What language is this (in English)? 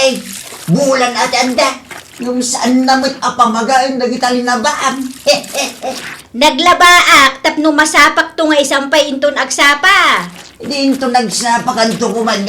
Iloko